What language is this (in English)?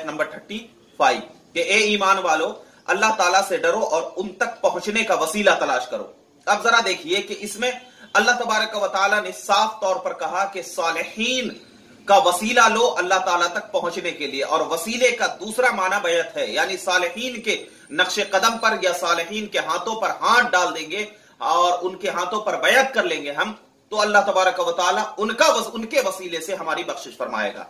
Urdu